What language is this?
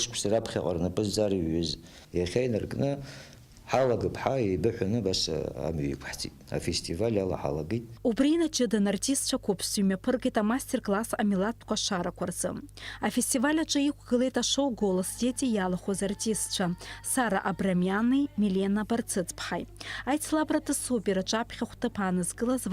Abkhazian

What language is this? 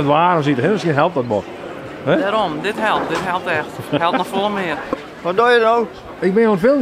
Western Frisian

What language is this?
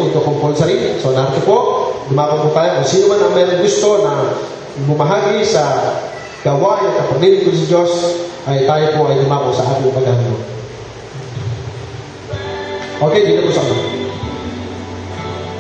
Filipino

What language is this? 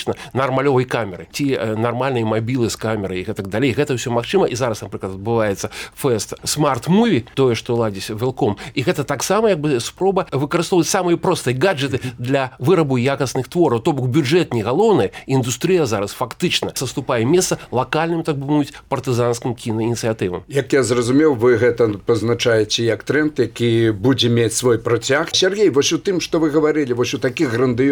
Belarusian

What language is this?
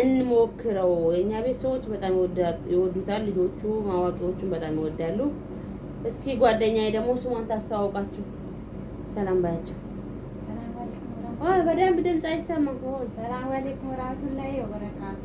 Amharic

